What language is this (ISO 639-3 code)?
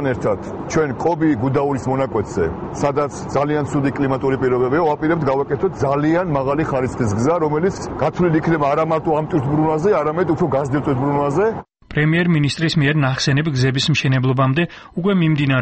kat